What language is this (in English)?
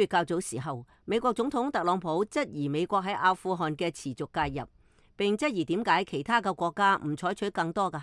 Cantonese